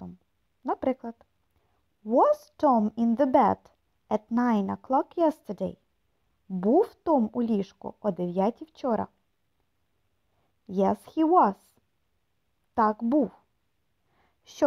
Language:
Ukrainian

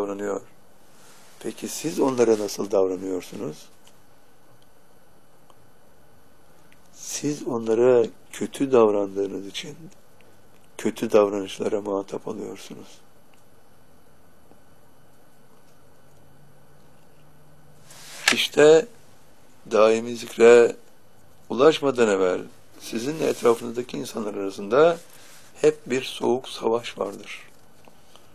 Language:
Turkish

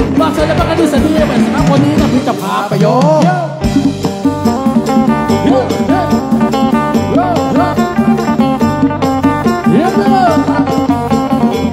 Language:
Thai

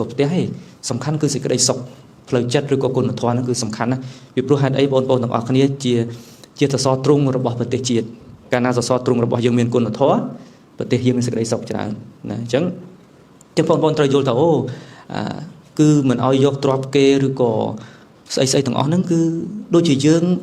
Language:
Khmer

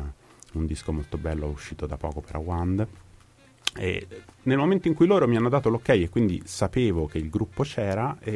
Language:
Italian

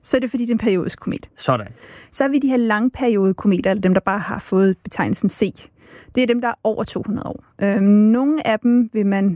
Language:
Danish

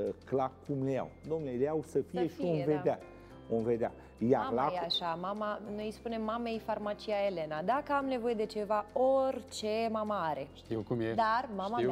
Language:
Romanian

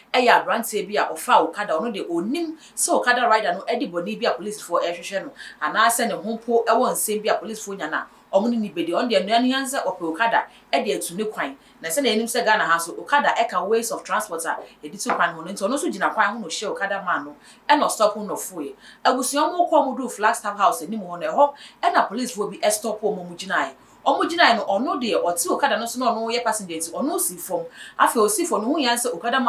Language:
Akan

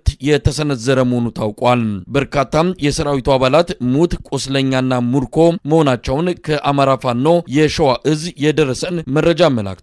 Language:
Amharic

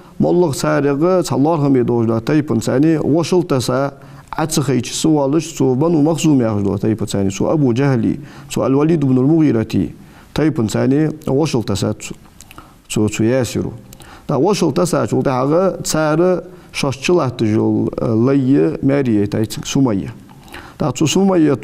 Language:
Ingush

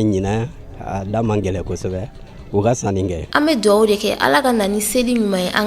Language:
Bambara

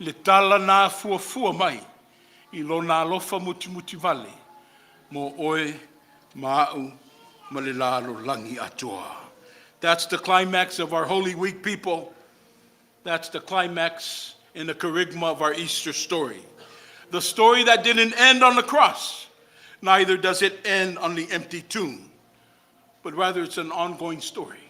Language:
Samoan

